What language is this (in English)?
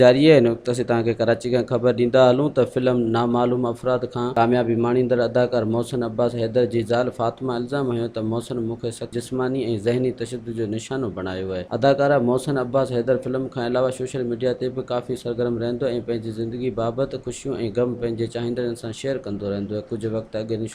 Sindhi